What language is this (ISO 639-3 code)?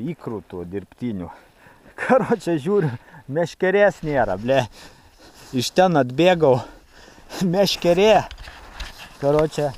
lit